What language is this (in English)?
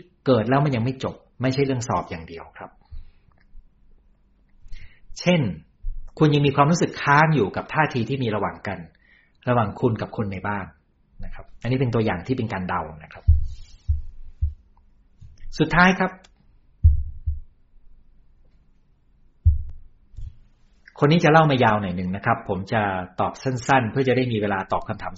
Thai